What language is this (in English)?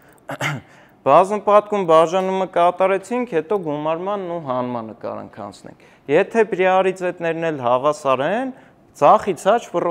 Armenian